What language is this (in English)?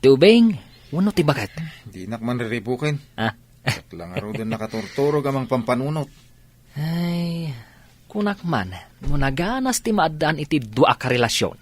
Iloko